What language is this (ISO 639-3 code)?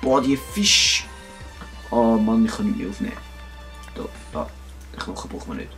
gsw